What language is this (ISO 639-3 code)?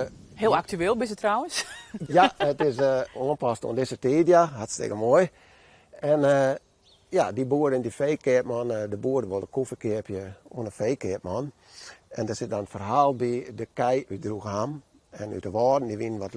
fry